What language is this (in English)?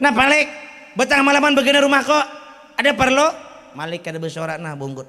Banjar